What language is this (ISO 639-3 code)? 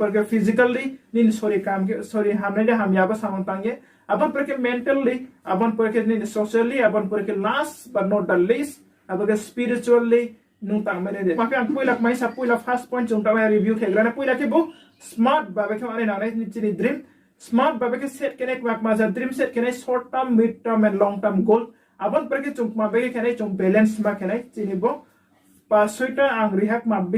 ria